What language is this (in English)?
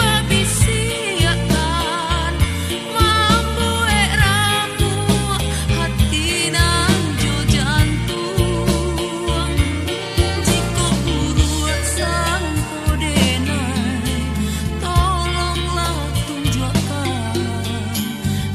Minangkabau